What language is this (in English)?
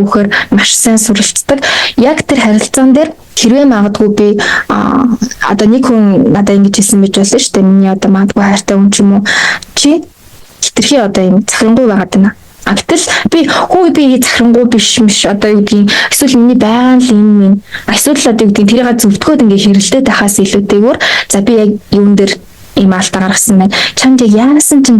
Mongolian